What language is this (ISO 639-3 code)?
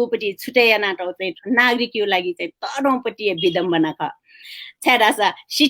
new